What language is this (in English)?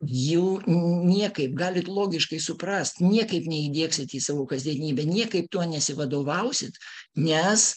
Lithuanian